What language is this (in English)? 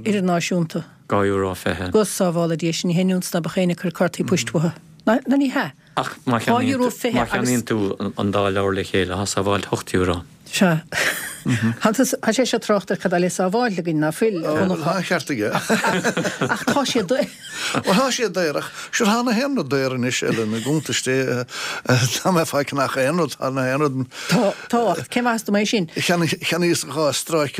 Irish